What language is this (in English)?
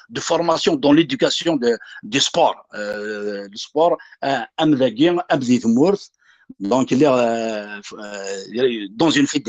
Kabyle